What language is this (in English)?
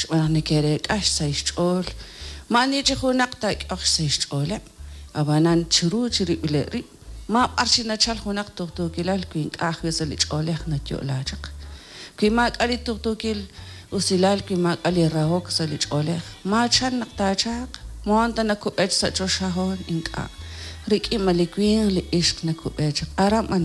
Kekchí